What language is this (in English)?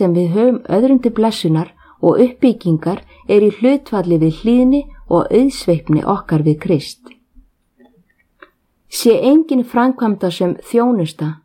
Icelandic